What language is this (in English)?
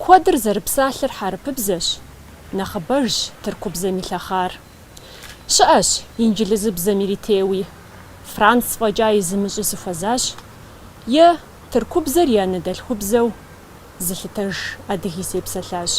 Kabardian